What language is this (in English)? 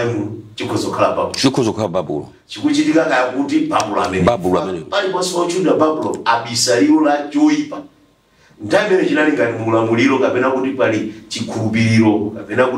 Nyanja